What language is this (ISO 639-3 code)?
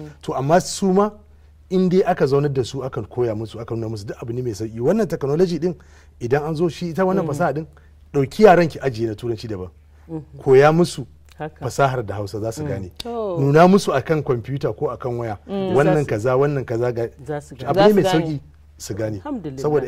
hau